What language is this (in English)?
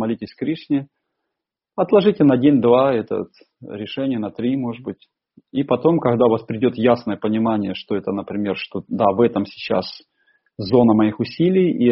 Russian